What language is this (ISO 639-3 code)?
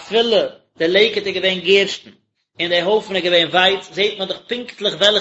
yid